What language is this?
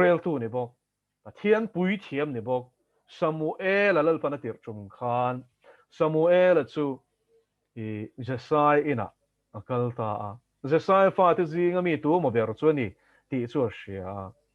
Mizo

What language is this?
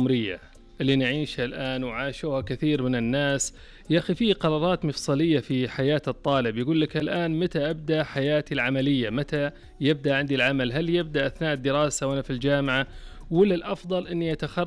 Najdi Arabic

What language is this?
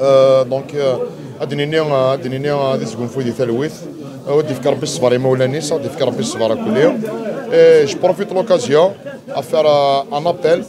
Algerian Arabic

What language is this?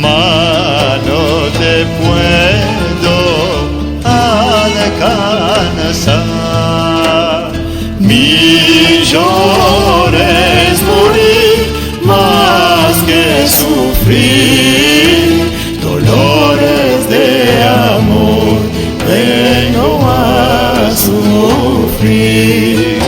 Ladino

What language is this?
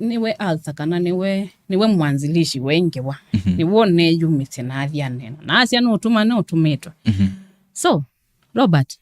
Kamba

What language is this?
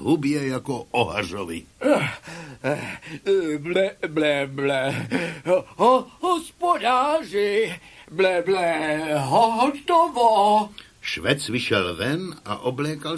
Czech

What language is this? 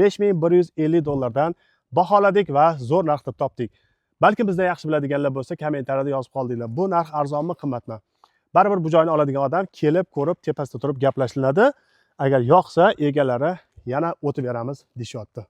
Uzbek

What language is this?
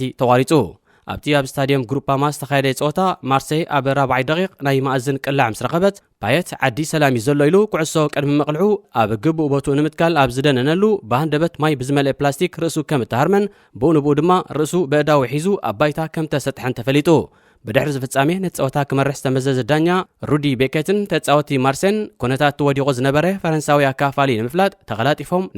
Tigrinya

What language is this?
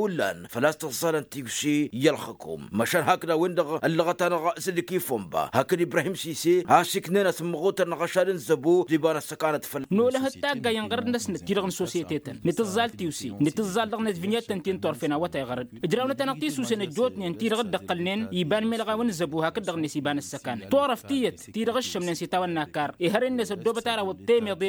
Tamasheq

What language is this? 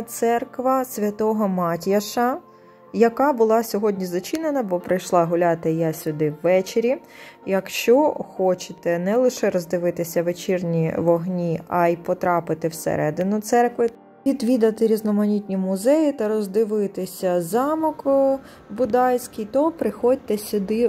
Ukrainian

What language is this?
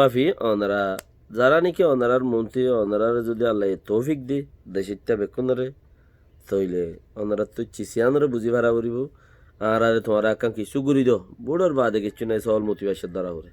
Rohingya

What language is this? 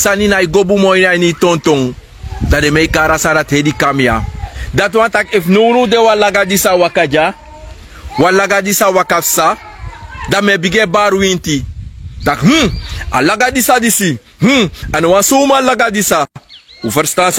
Sranan Tongo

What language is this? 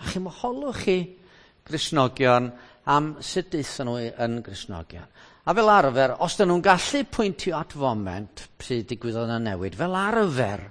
Welsh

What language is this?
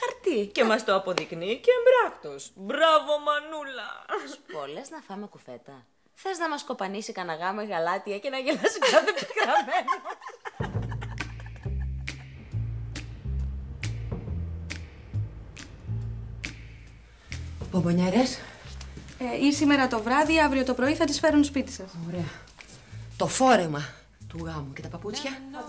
Greek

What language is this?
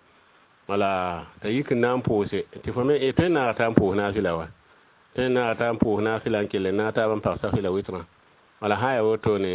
Mossi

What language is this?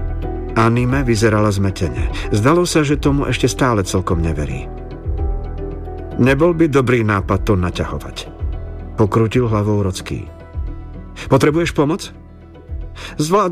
Slovak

